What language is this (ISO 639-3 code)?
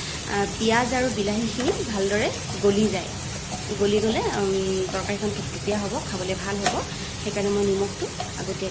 asm